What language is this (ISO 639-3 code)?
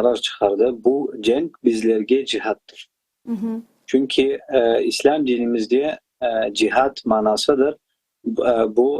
crh